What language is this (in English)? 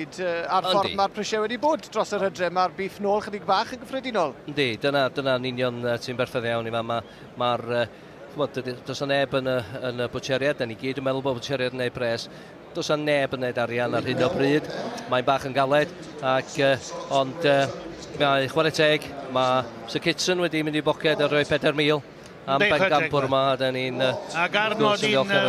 Welsh